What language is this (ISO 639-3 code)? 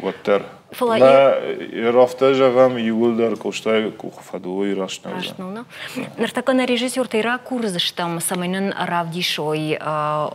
oss